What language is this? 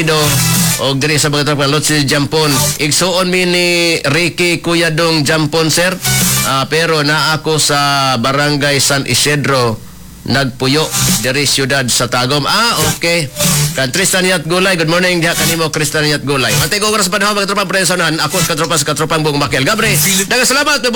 Cebuano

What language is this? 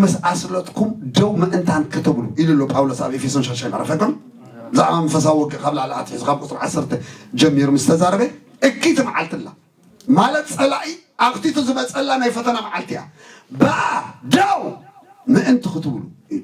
Tigrinya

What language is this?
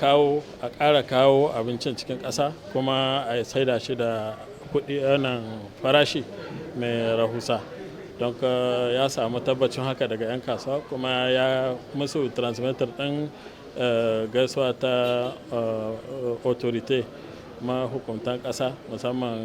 Hausa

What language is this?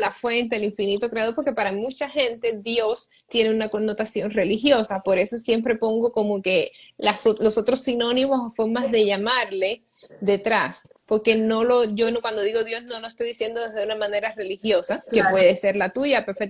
Spanish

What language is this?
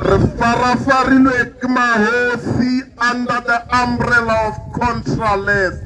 Tswana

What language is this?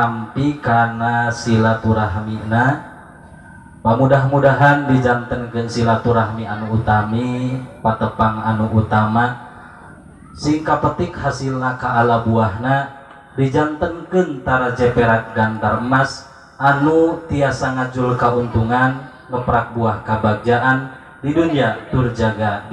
Sundanese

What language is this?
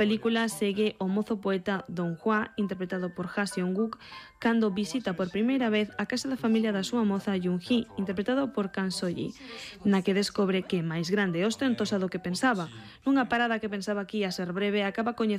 Galician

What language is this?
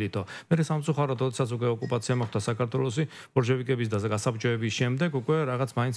Georgian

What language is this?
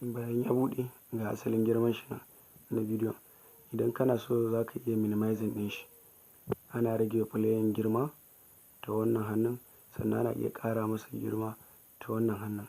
Hausa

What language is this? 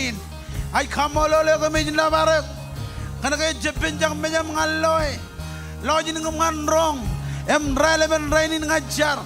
Marshallese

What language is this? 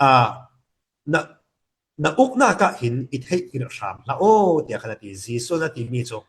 Falam Chin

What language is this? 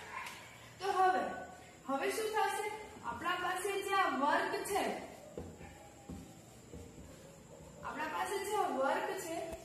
Gujarati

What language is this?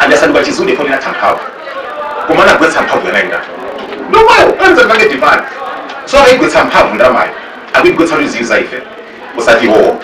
Nyanja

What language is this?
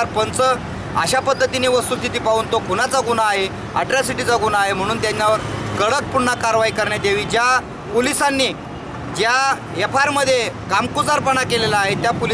Marathi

